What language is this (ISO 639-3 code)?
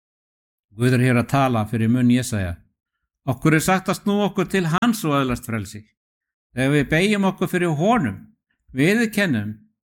isl